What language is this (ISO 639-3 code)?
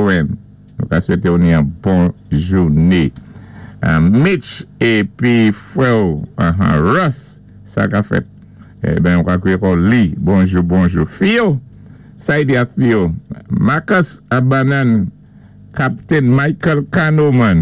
acf